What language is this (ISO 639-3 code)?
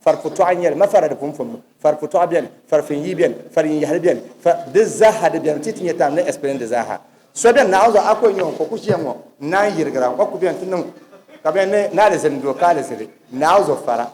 dag